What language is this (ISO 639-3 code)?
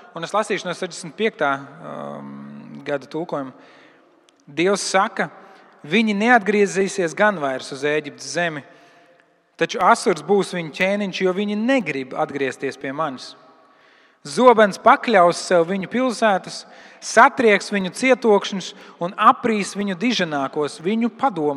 lav